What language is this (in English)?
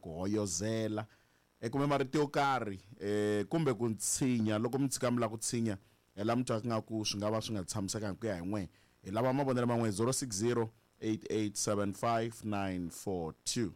Tsonga